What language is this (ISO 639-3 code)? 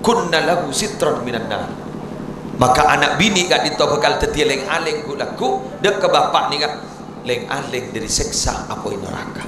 mad